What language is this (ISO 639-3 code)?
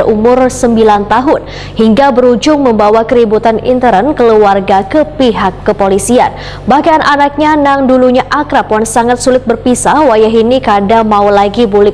bjn